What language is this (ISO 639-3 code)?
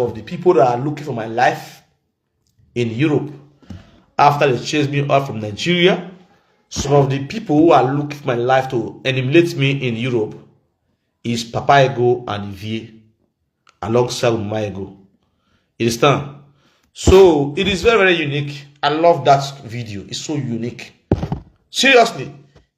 pcm